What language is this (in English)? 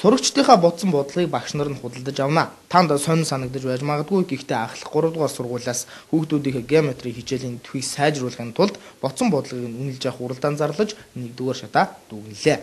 Mongolian